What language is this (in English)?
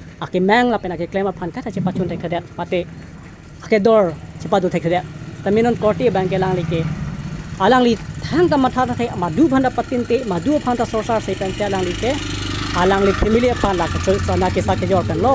Karbi